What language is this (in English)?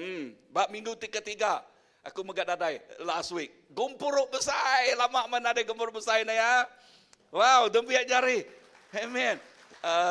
Iban